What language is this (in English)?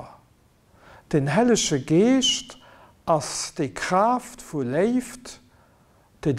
Luxembourgish